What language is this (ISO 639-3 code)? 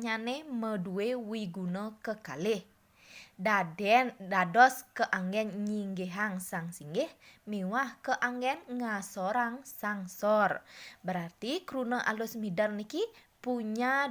ban